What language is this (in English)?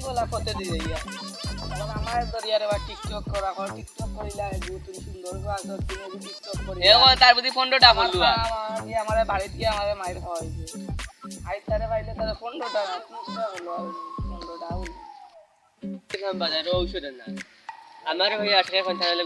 Sylheti